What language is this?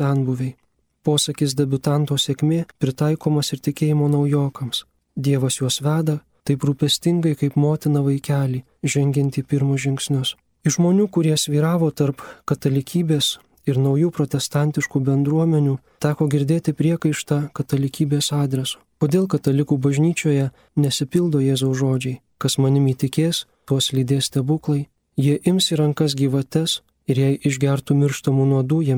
Lithuanian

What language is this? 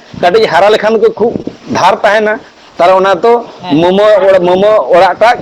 Santali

